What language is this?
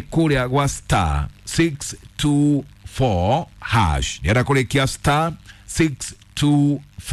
Kikuyu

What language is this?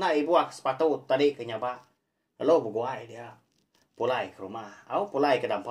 Iban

